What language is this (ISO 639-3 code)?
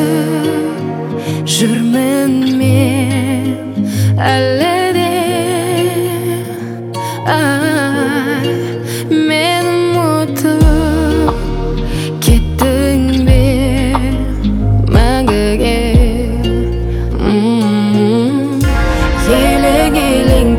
kaz